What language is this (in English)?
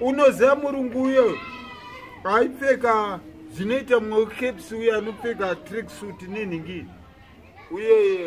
Shona